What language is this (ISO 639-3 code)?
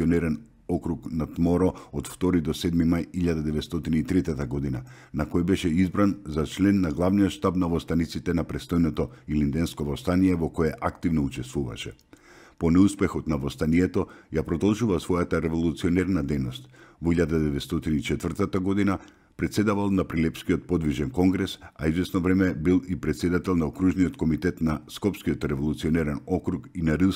mkd